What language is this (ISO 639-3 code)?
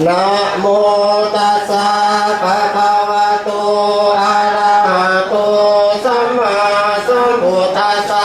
pli